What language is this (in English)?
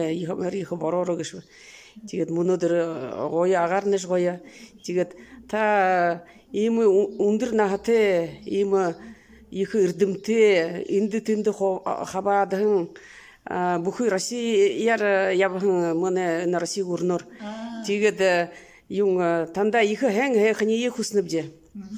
Buriat